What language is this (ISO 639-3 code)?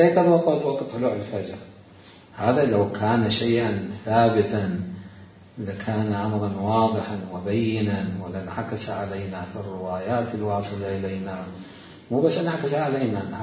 acm